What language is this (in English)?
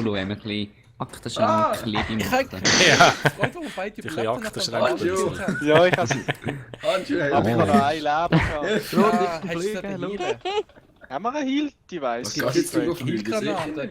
Swiss German